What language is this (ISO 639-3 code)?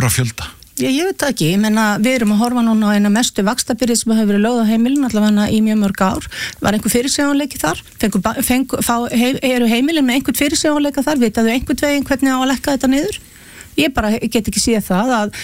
isl